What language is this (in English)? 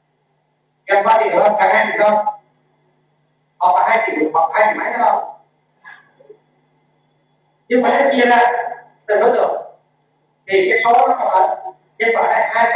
Vietnamese